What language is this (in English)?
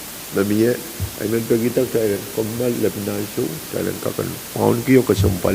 Pohnpeian